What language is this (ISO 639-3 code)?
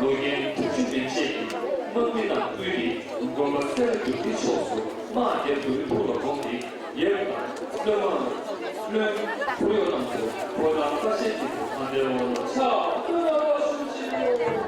bod